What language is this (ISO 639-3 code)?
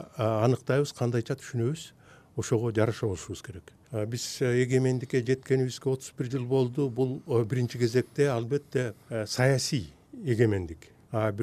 kir